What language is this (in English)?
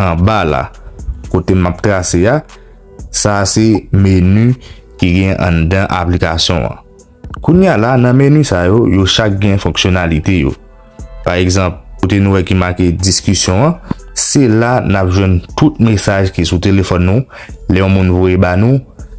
Haitian Creole